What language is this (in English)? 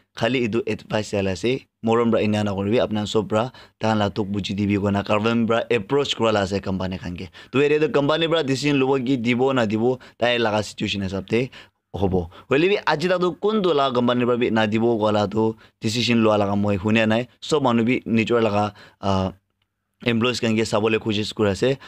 Naga Pidgin